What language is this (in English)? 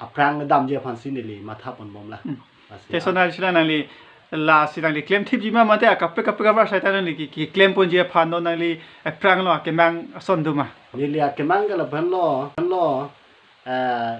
Karbi